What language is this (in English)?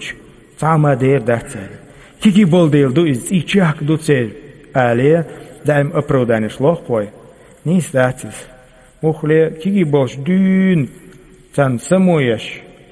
Chechen